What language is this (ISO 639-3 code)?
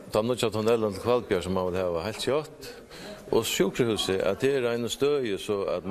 fao